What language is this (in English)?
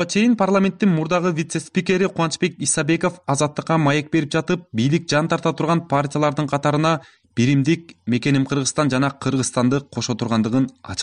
Kyrgyz